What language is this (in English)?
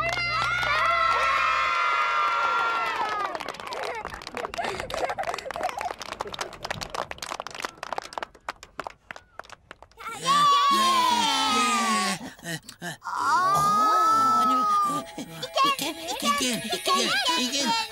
Danish